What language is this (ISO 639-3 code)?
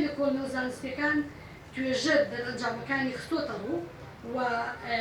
ckb